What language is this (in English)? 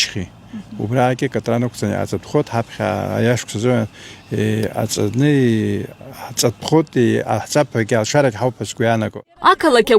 Abkhazian